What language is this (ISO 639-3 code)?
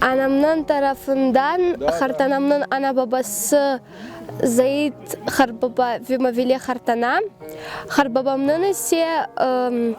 crh